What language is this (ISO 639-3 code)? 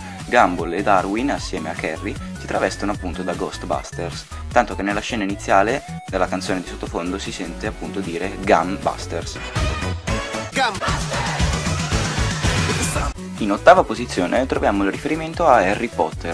ita